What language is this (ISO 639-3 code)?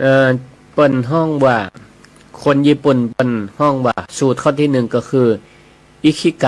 nod